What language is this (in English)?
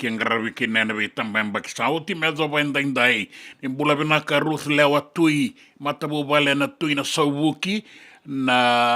Fijian